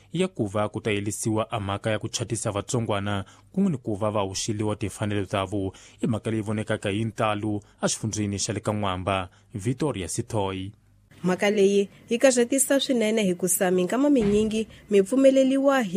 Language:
Tsonga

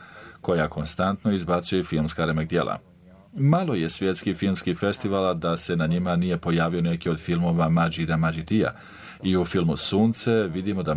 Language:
Bosnian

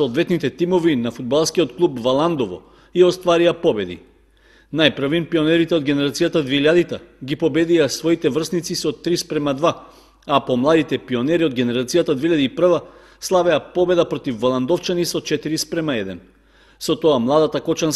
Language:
Macedonian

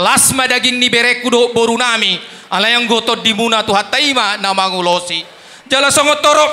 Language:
Batak Toba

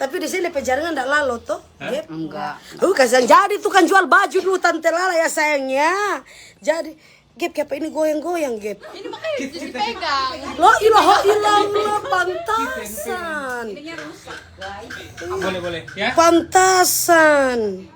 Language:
Manado Malay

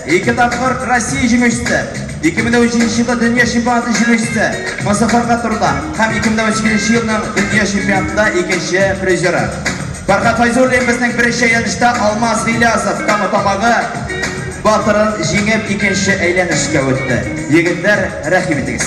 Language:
Tatar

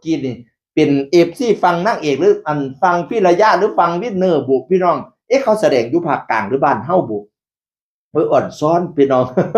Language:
Northeastern Thai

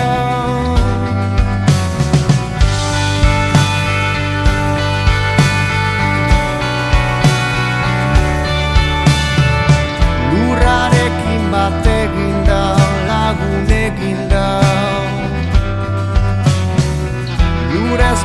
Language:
Basque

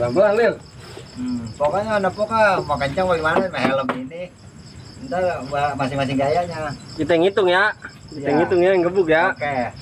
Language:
Betawi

